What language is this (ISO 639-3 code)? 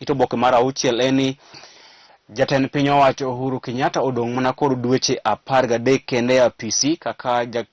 luo